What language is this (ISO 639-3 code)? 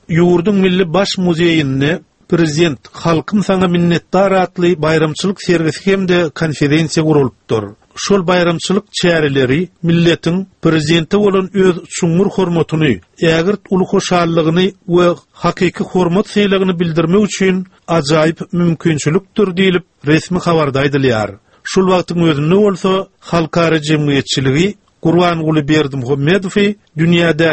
tuk